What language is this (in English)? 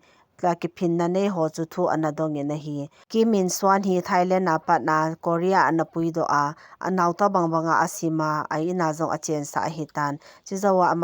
Thado Chin